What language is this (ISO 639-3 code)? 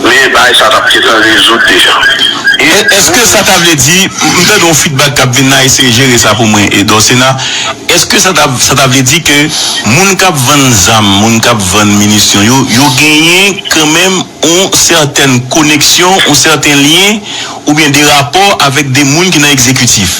hat